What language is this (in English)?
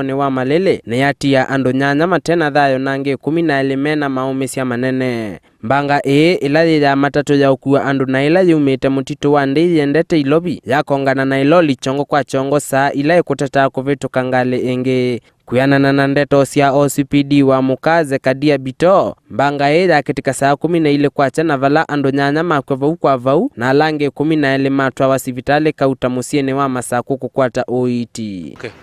Kamba